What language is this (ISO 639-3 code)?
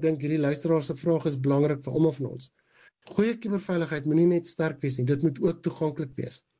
afr